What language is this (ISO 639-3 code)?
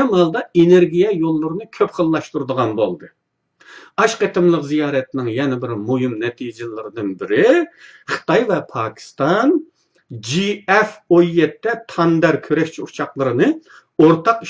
uig